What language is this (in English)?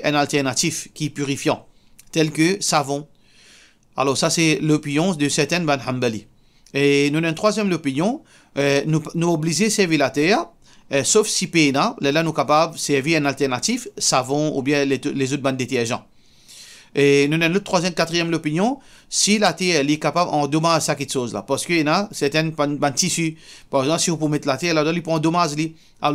Morisyen